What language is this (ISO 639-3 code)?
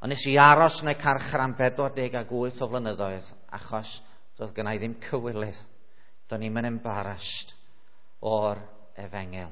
cym